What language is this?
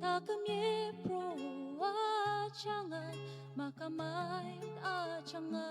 Ao Naga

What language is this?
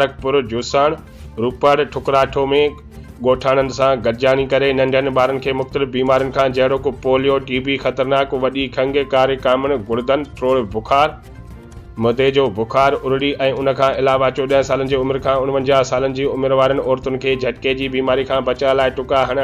Sindhi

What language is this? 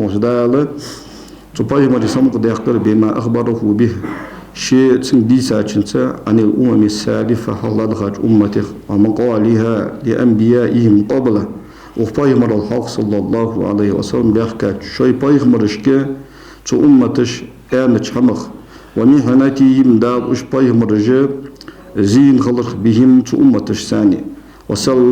Ingush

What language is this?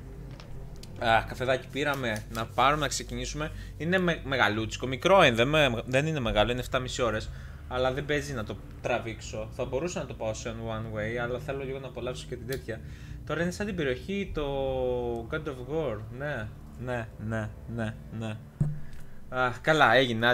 Greek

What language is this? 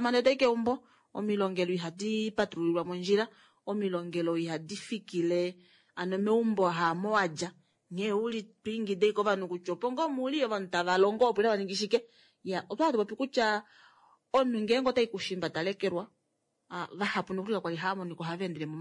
Kuanyama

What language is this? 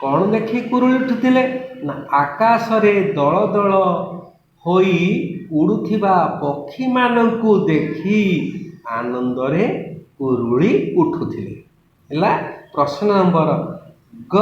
Odia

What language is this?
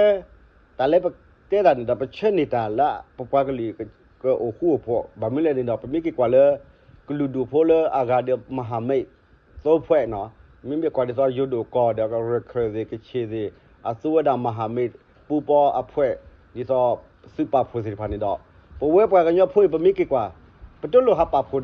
S'gaw Karen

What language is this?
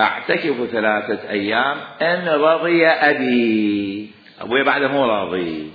Mesopotamian Arabic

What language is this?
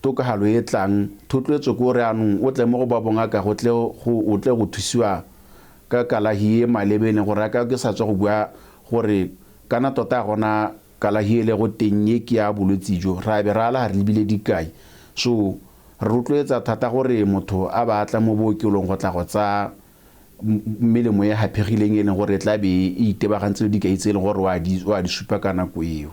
Tswana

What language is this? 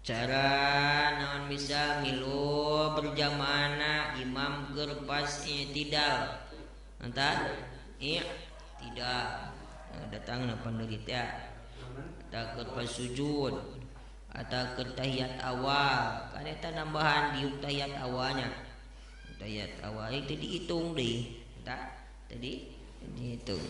Sundanese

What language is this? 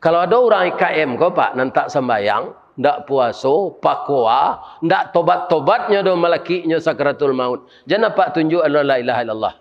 Minangkabau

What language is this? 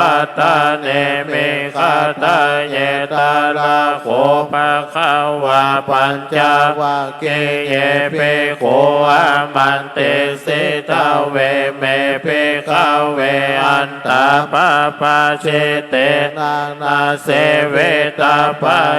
Pali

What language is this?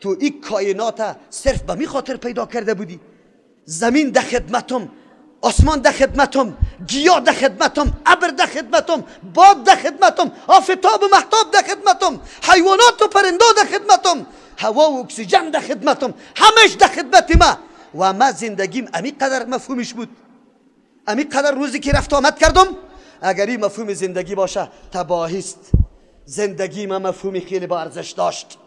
Persian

